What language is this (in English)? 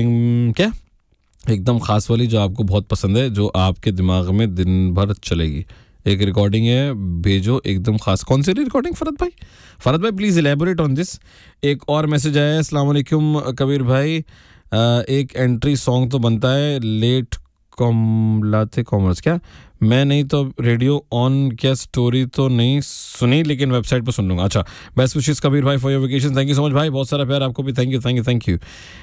Hindi